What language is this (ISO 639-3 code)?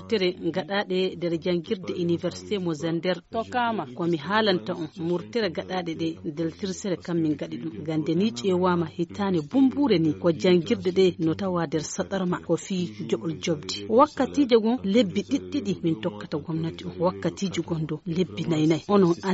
fuv